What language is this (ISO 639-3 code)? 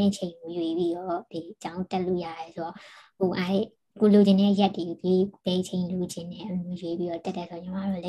mya